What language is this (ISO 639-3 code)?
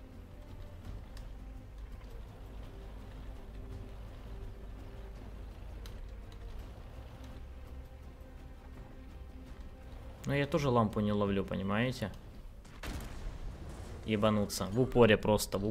rus